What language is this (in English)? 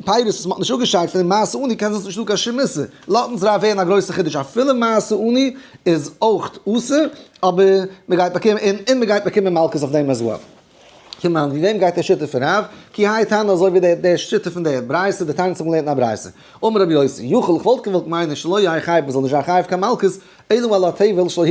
Yiddish